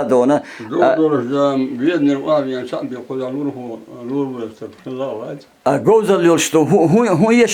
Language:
Chechen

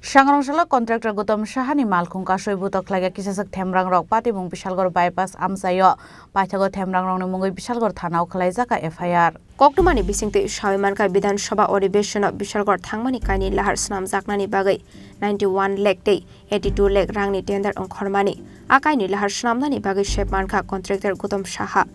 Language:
Kok Borok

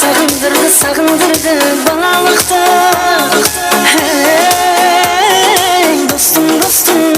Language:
Kara-Kalpak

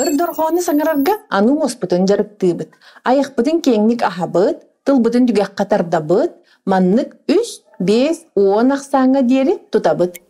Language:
Yakut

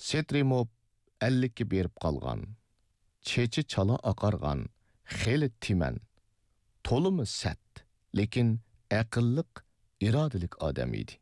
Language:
Uyghur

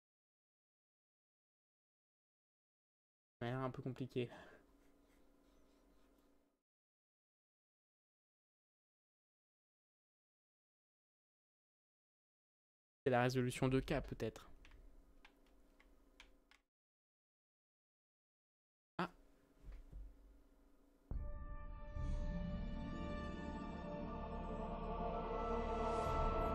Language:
French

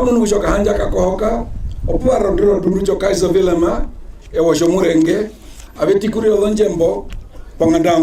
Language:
Herero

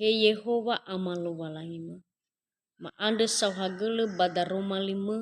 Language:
Nias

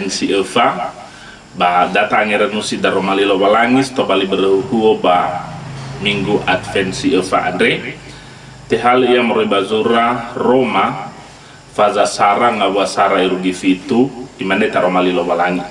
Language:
Nias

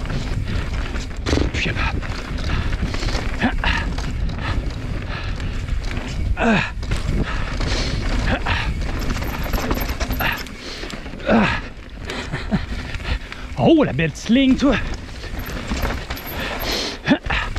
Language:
French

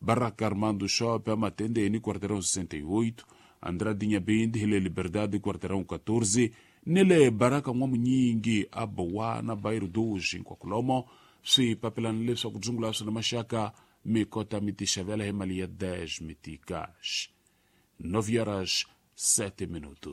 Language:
Tsonga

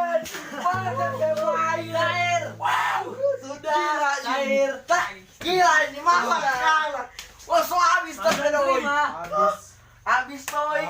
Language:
Manado Malay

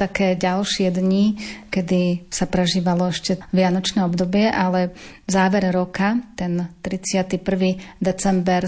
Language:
Slovak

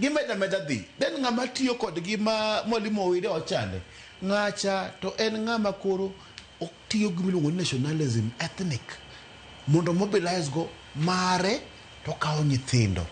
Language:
Luo (Kenya and Tanzania)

